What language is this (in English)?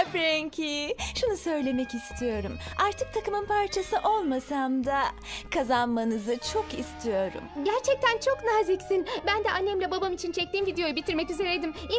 Turkish